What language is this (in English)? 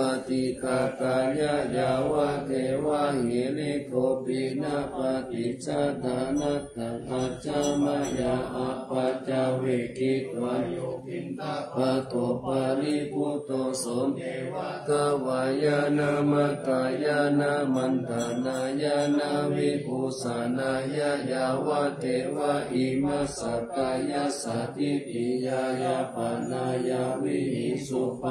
Pali